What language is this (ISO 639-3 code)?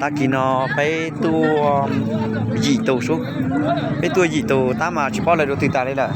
hmn